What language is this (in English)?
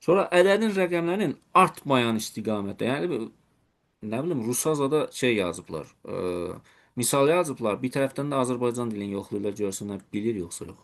Azerbaijani